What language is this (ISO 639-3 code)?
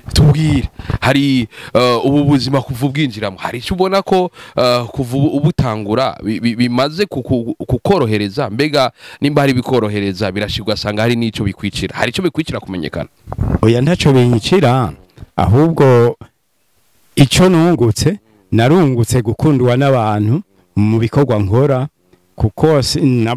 run